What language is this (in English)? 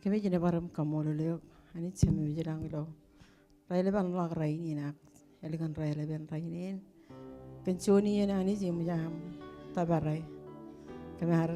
Marshallese